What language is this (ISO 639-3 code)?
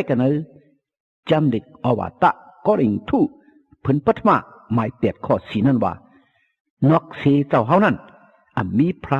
shn